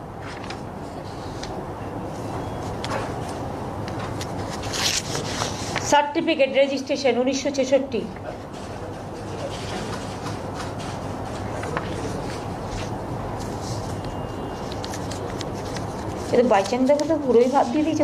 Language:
Bangla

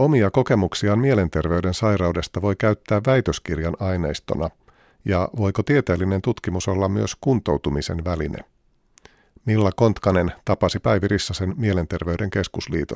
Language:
Finnish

